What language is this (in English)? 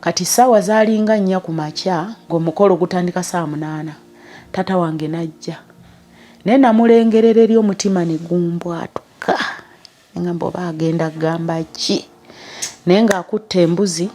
Ganda